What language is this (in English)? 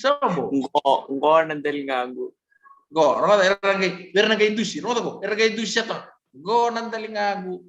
Fijian